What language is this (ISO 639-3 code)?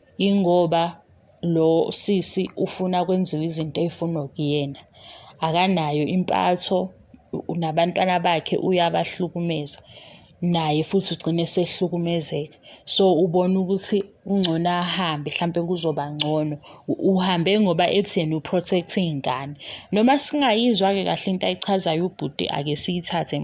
zul